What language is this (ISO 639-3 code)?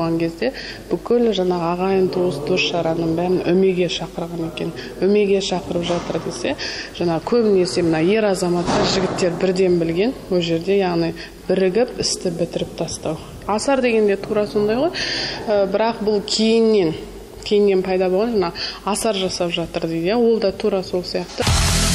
kaz